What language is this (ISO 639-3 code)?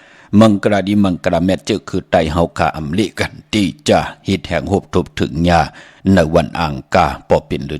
shn